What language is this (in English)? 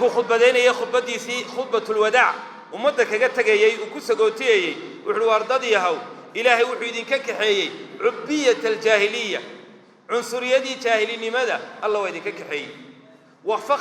Somali